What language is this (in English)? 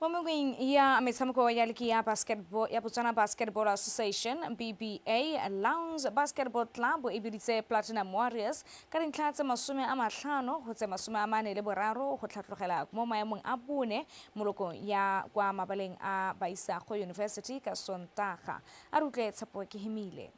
Tswana